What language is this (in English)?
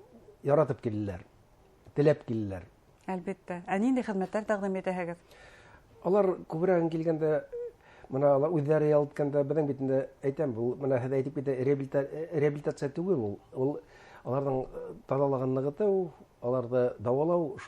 Bashkir